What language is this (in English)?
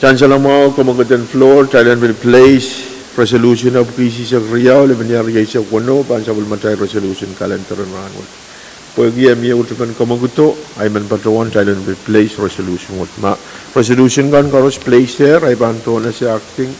Pohnpeian